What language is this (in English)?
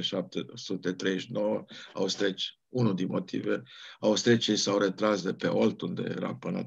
Romanian